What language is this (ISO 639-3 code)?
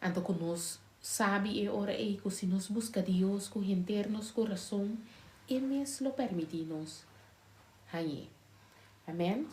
pap